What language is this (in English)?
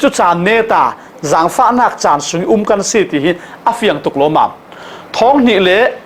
Falam Chin